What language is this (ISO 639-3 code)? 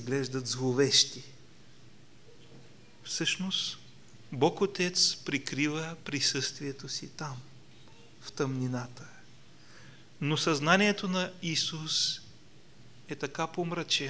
bul